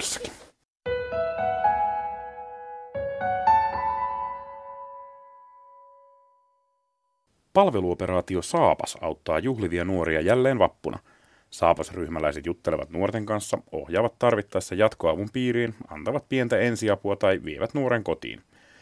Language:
Finnish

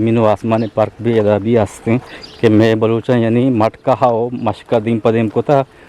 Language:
Eastern Balochi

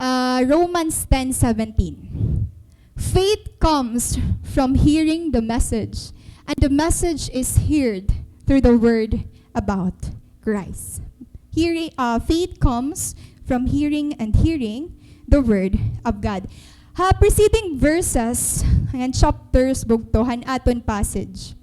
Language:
Waray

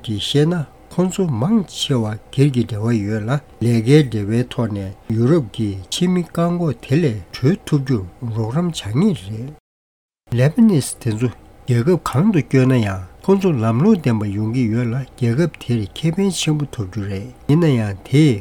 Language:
Tibetan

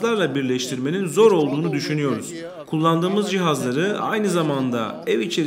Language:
Turkish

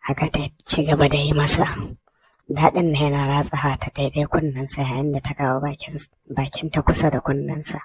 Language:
Hausa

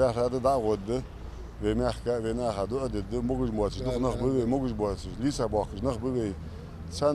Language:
Ingush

